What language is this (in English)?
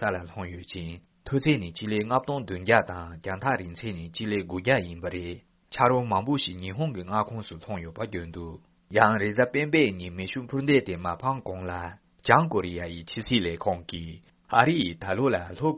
Latvian